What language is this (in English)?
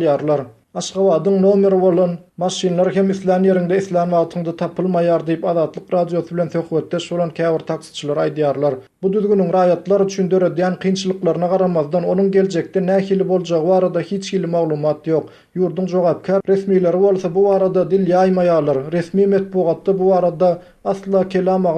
Turkmen